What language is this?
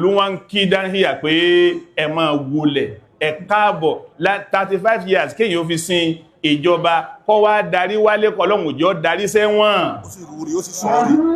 Yoruba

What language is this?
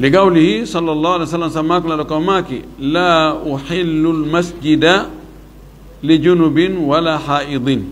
Fula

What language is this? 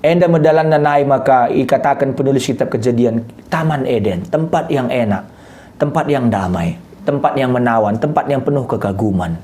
Batak Karo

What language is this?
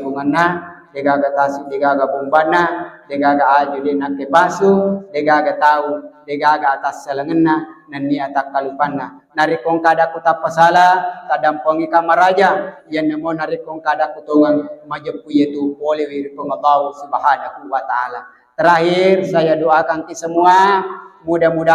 Buginese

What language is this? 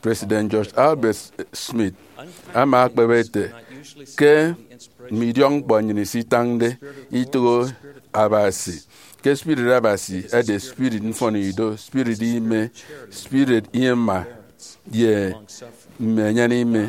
Efik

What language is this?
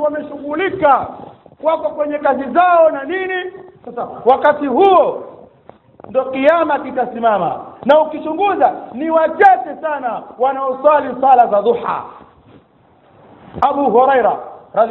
Swahili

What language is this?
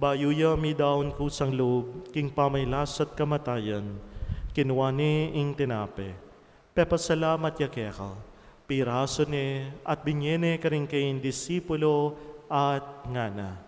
Pampanga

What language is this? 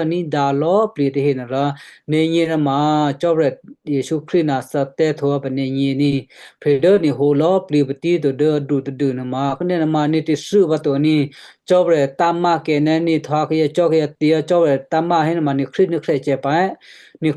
Western Kayah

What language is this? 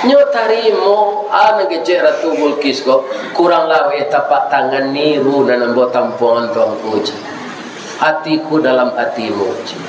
Minangkabau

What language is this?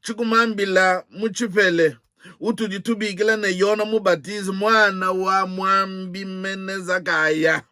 Luba-Lulua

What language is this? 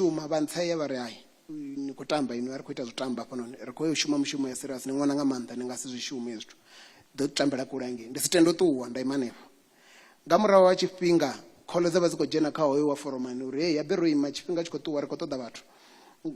Venda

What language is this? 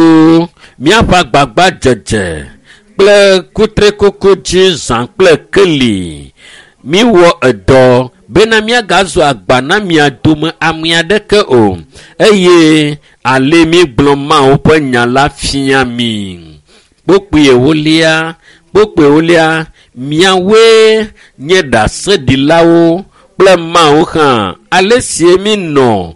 Ewe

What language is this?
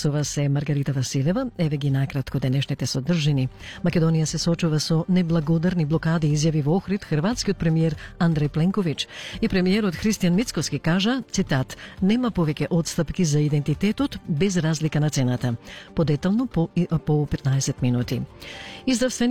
Macedonian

